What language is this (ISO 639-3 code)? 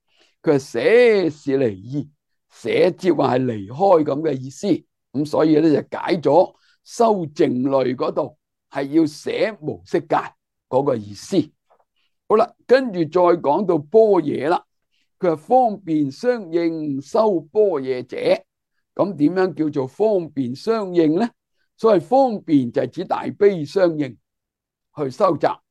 yue